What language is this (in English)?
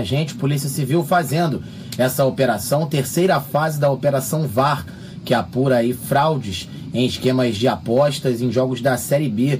Portuguese